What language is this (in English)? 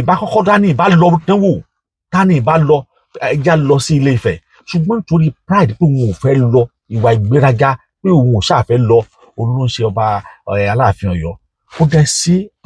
Yoruba